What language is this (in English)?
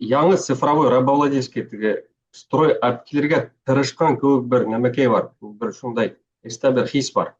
Bashkir